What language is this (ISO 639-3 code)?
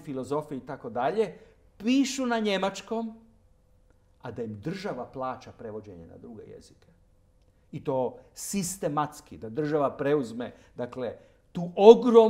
hrv